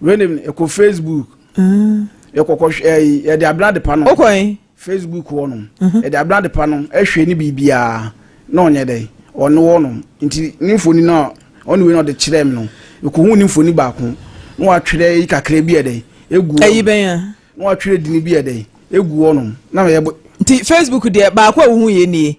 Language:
Akan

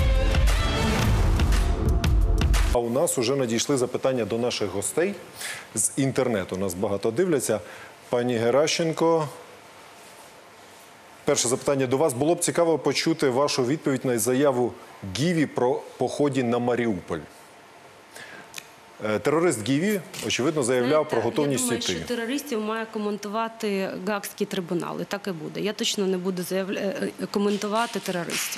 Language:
Ukrainian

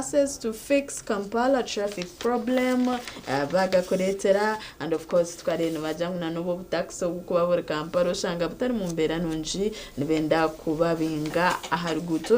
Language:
Nyankole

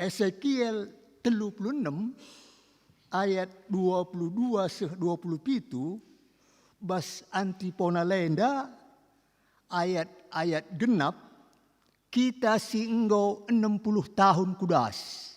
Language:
Batak Karo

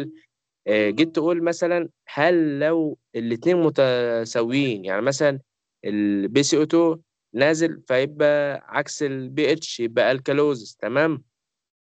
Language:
Egyptian Arabic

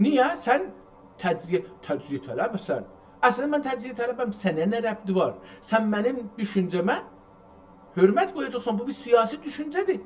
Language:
South Azerbaijani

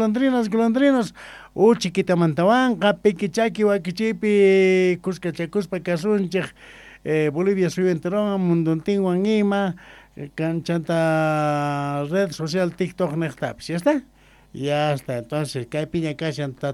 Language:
Quechua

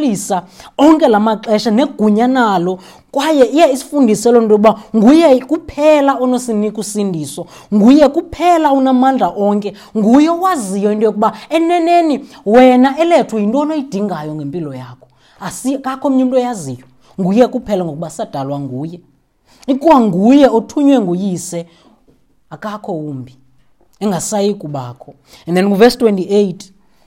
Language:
Xhosa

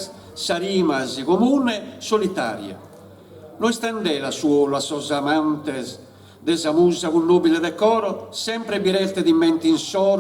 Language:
Sardinian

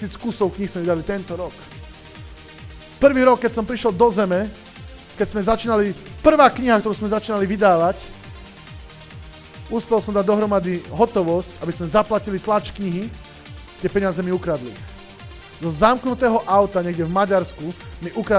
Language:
Slovak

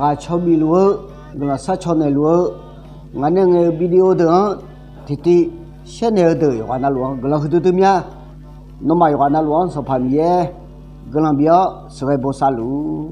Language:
Akha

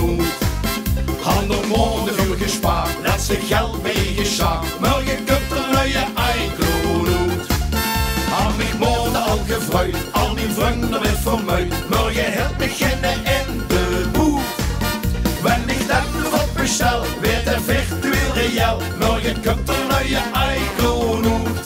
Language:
Limburgish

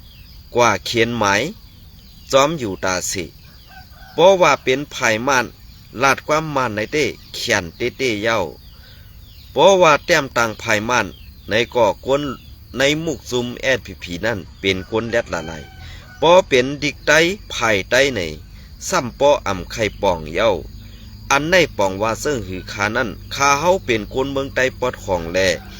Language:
Shan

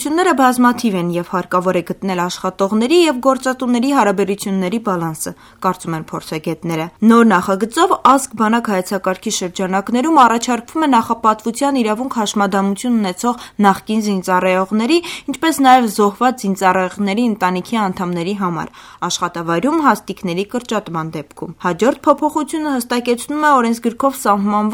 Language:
Armenian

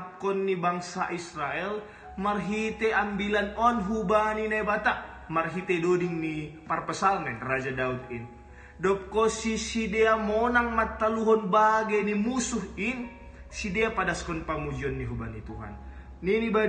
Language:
Batak Simalungun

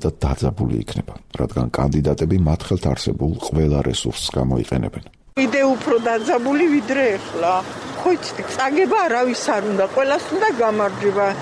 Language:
Georgian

